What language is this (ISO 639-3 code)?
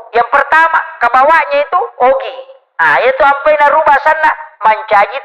bug